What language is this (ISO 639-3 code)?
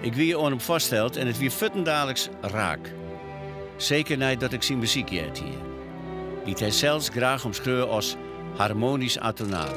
fry